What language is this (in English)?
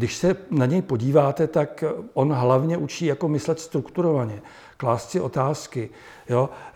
Czech